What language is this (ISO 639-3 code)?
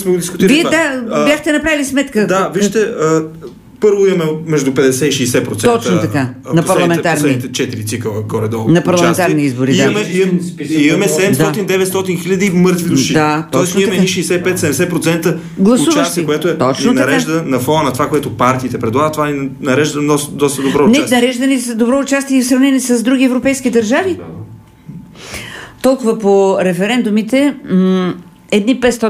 bul